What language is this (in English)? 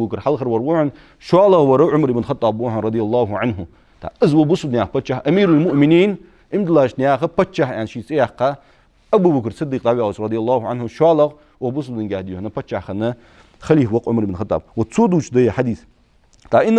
Ingush